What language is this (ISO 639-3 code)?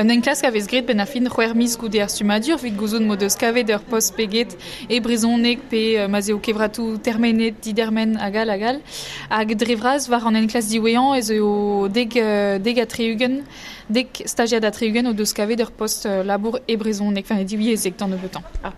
bre